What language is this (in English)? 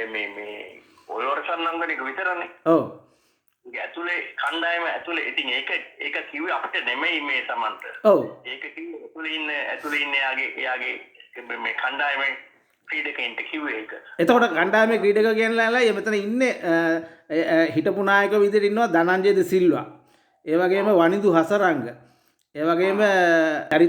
Sinhala